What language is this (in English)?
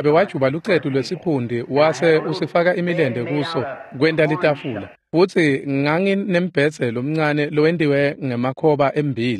Swati